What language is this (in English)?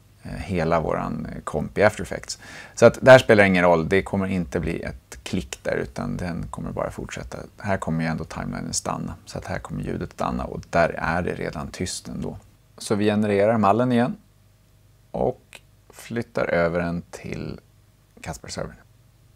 Swedish